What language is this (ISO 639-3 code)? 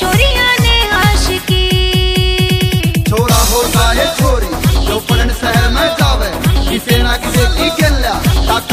bgc